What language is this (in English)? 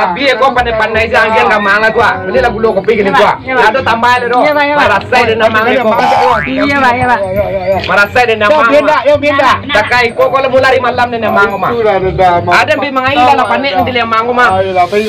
Minangkabau